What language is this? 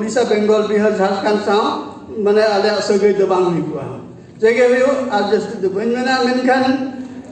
Santali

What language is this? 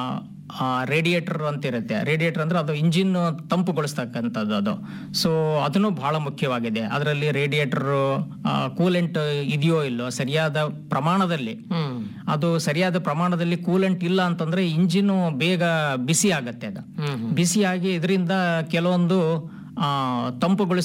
Kannada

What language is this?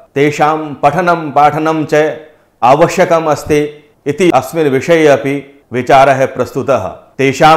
Sanskrit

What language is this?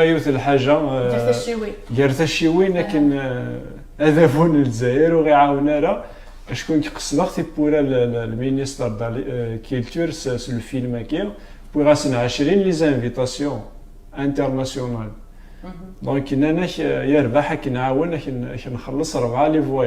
Kabyle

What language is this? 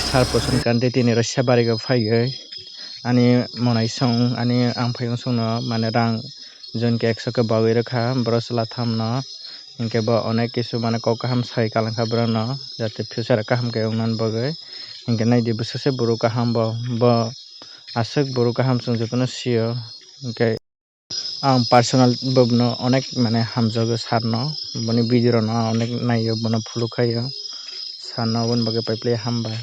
Kok Borok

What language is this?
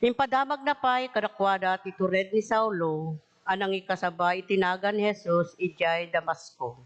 Iloko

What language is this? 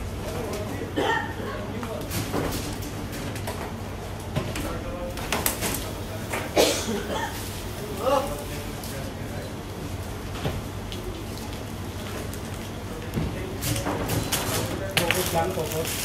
Filipino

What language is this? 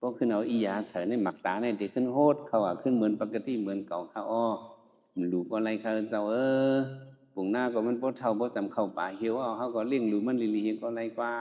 Shan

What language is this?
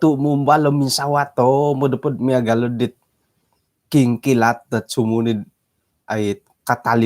Central Dusun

